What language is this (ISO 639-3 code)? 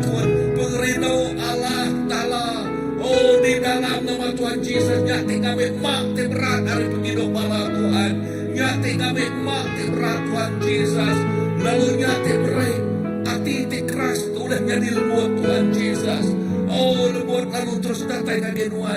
iba